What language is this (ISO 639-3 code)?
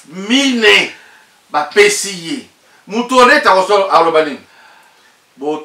lin